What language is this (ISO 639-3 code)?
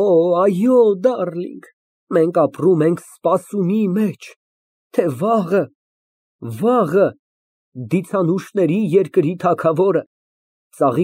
hye